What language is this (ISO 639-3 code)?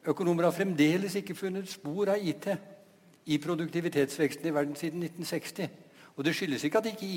nor